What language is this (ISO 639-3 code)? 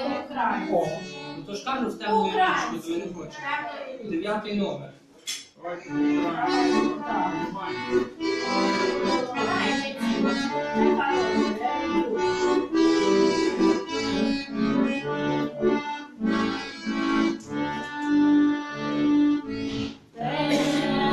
ukr